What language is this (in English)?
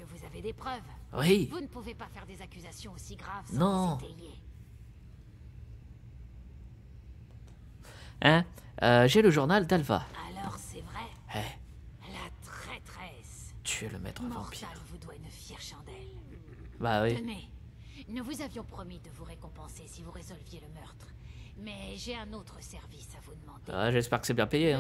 French